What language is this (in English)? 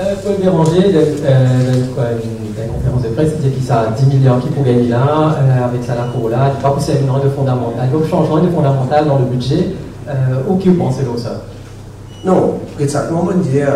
Morisyen